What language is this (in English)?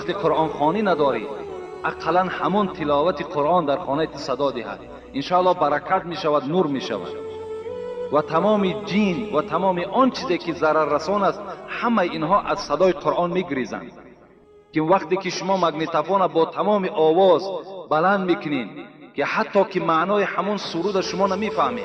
Tajik